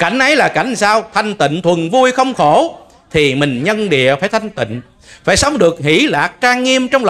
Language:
Vietnamese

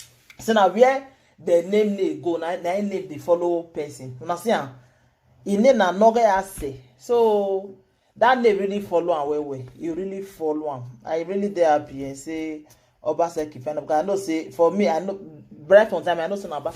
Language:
Nigerian Pidgin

